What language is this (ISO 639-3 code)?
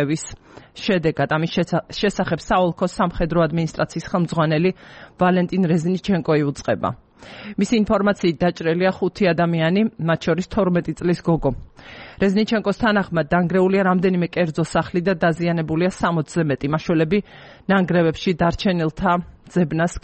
kat